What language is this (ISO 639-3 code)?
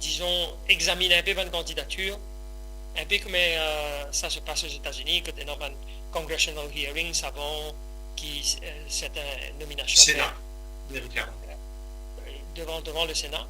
mfe